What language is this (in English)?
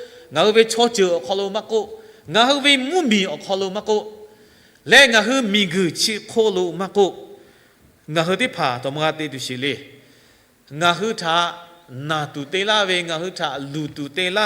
Lahu